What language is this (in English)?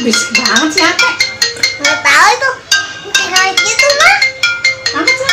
Betawi